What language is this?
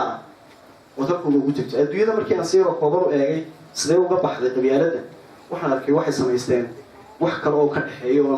Somali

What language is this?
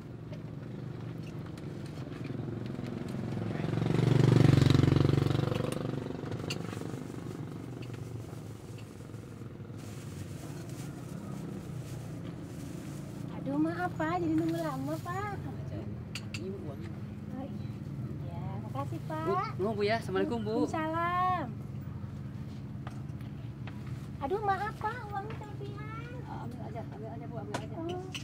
Indonesian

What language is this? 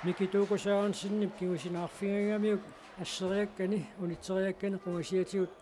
Kalaallisut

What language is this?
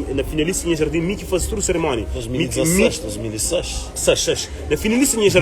Kabuverdianu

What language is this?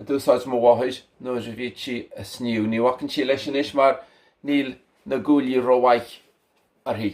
Irish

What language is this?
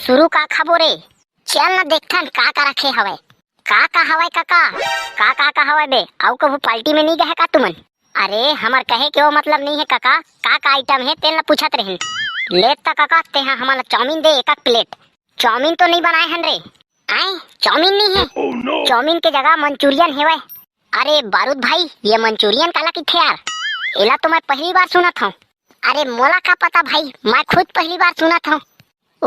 Chhattisgarhi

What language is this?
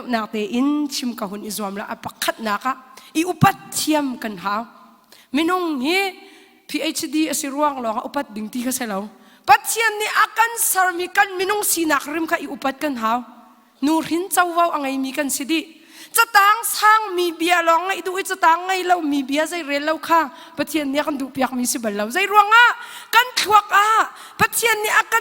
Hakha Chin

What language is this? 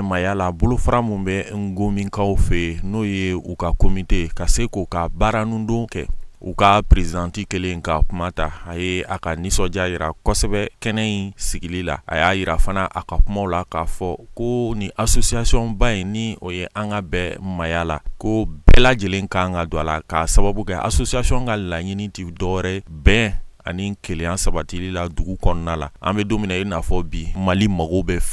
Bambara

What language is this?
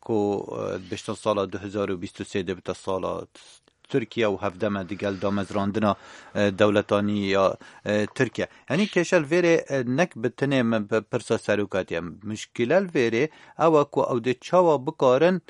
Kurdish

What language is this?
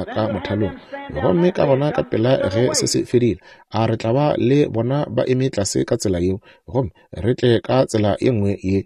Northern Sotho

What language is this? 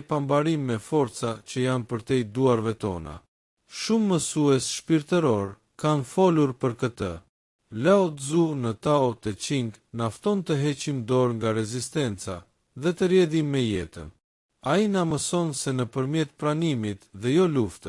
Albanian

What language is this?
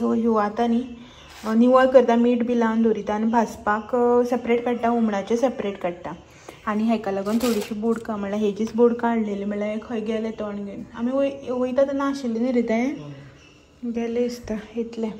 Konkani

